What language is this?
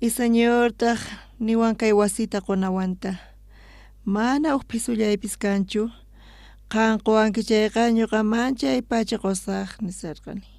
South Bolivian Quechua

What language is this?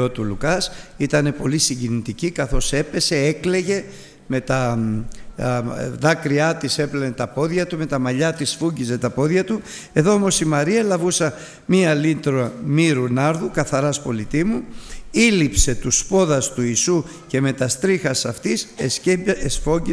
Greek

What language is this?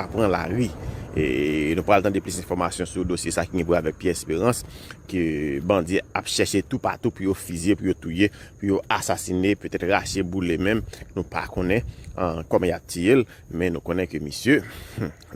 Haitian Creole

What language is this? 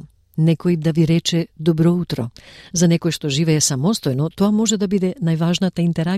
Macedonian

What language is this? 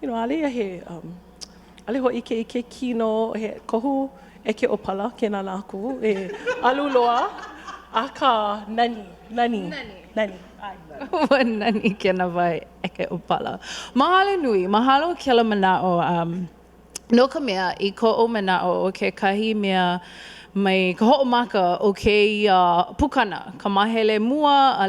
Hawaiian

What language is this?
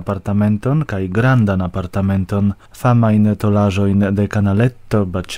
Esperanto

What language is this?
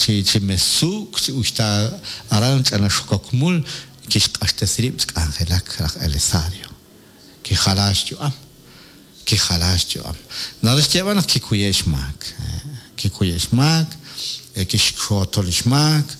Kekchí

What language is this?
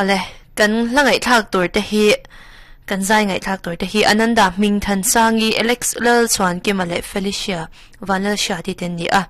Mizo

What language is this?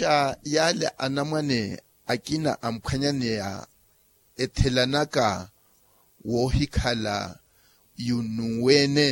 Makhuwa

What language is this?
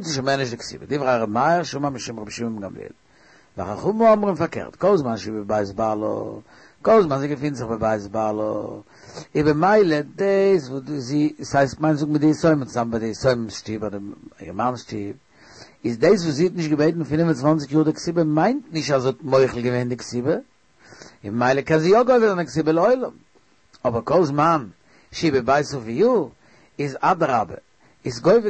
Yiddish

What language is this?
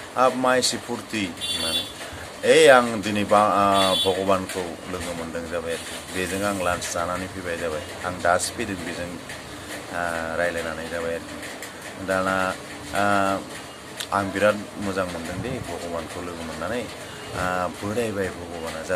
Bodo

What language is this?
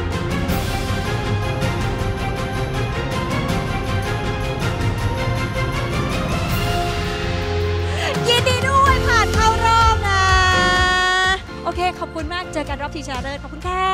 Thai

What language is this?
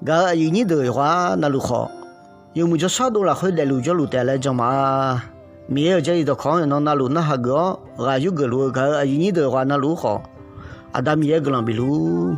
Akha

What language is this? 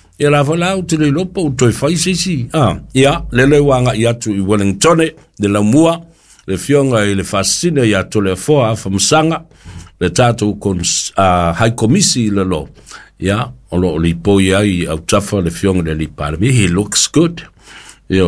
Samoan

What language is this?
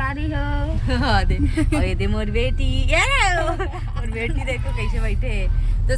Chhattisgarhi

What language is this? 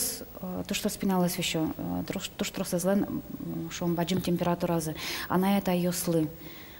Udmurt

